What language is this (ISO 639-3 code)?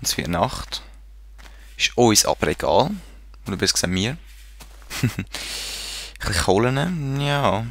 gsw